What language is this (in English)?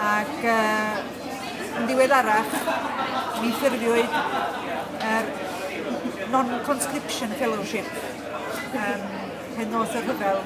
Welsh